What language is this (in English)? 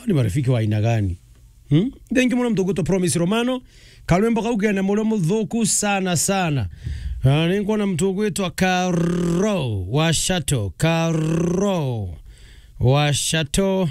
Meru